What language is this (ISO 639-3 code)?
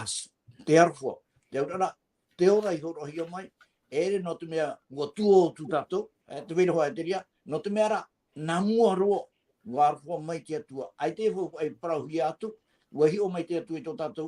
tah